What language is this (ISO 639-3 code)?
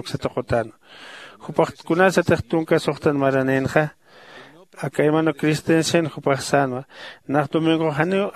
aym